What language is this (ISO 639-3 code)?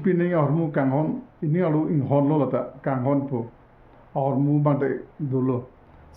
mjw